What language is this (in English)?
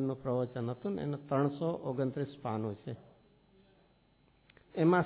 Gujarati